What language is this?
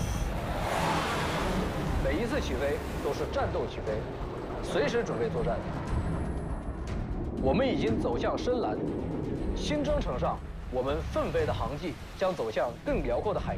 Chinese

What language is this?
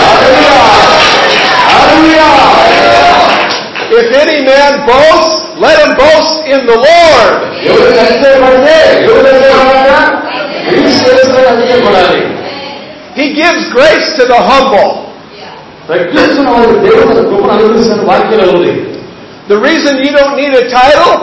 Telugu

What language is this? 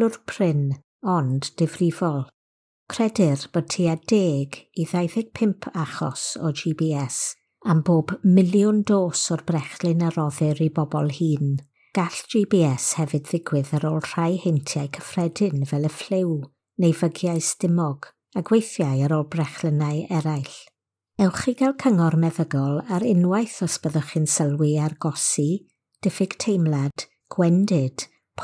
Welsh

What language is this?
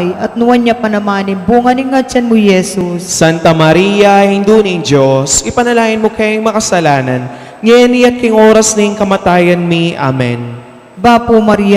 Pampanga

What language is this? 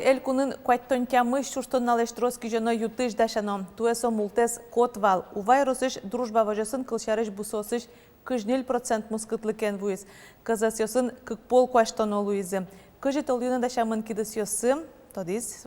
Udmurt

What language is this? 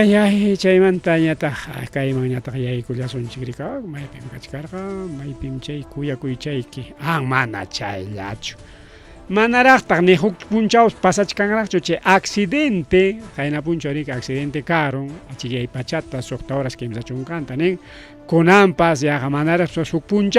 Ayacucho Quechua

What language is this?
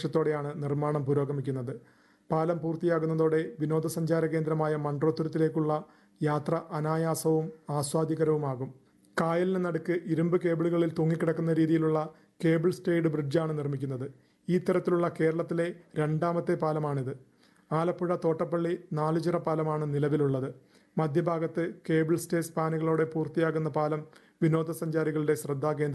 Malayalam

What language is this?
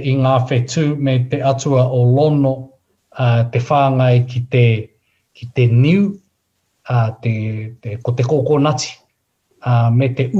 Māori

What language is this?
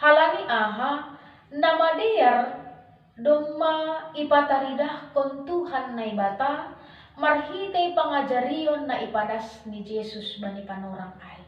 Batak Simalungun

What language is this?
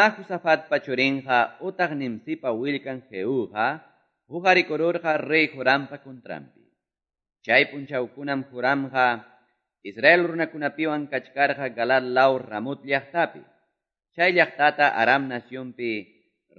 Quechua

